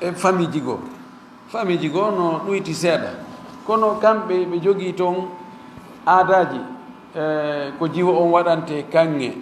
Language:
Fula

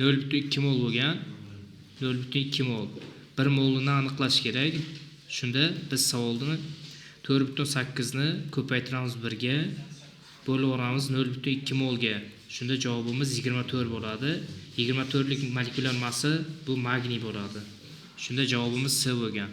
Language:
Uzbek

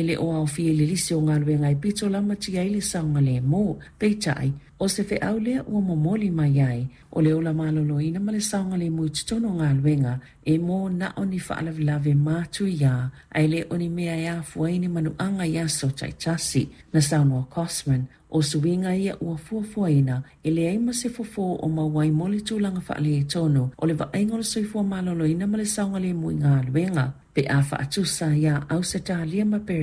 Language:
Samoan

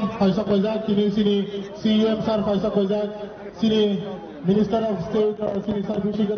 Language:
Kok Borok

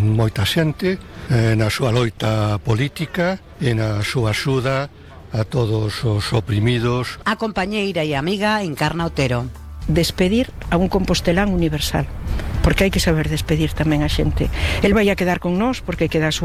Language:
Galician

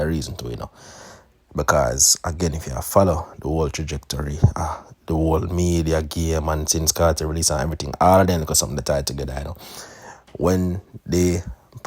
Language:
Jamaican Creole English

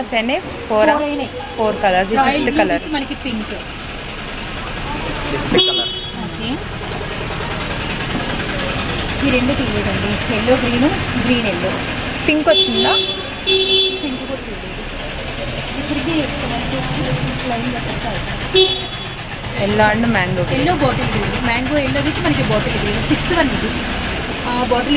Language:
Telugu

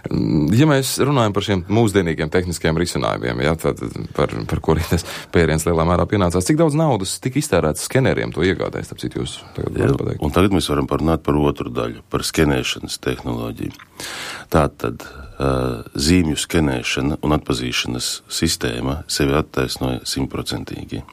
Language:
Latvian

